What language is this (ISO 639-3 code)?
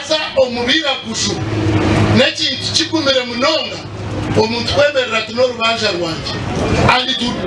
nyn